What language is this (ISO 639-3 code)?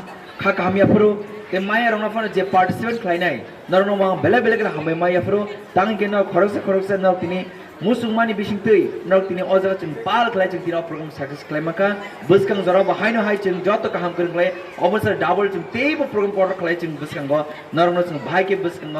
trp